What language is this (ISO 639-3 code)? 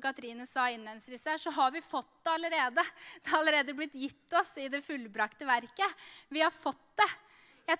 nor